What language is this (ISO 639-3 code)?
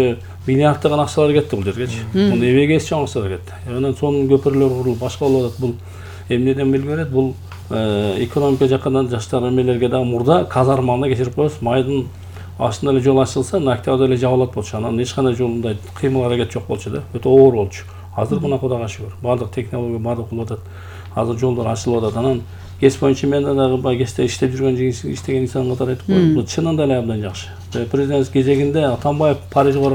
kir